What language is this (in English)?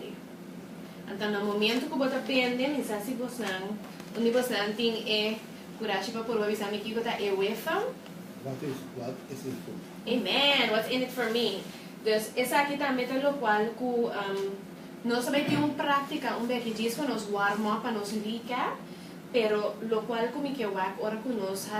Papiamento